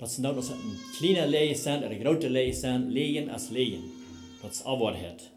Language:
Plautdietsch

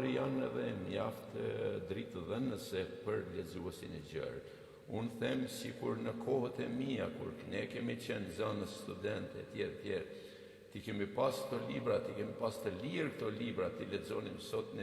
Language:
Albanian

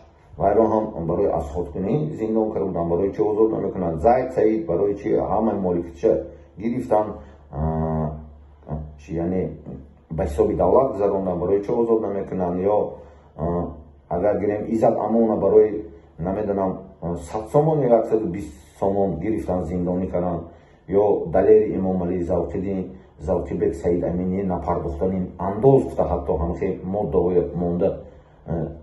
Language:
Tajik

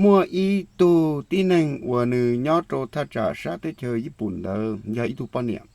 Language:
Hmong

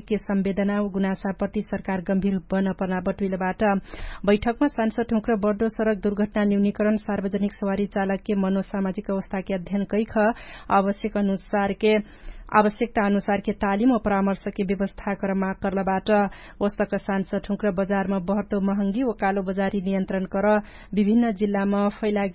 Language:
Dangaura Tharu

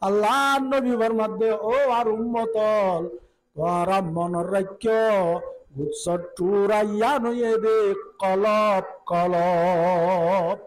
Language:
Rohingya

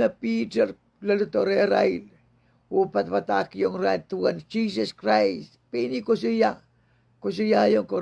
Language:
Pohnpeian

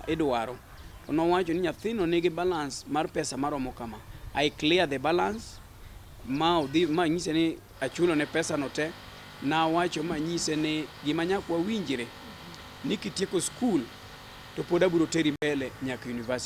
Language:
Luo (Kenya and Tanzania)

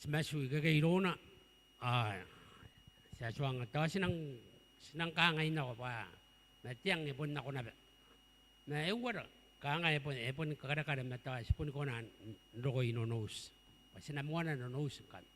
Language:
Gilbertese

